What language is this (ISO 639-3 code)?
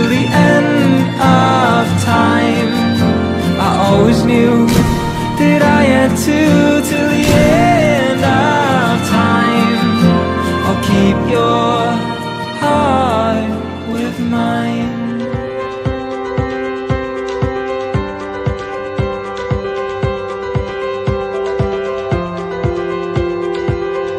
eng